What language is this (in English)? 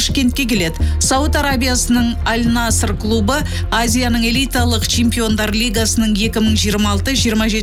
Kazakh